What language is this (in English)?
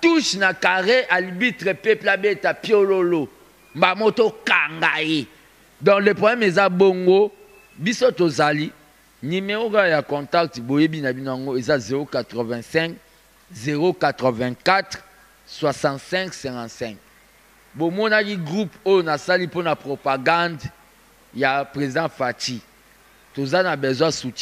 Lingala